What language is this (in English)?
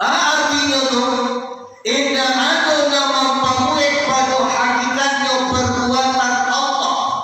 Minangkabau